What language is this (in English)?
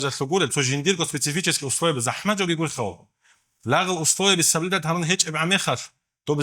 Avaric